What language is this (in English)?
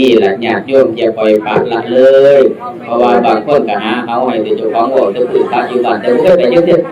Northeastern Thai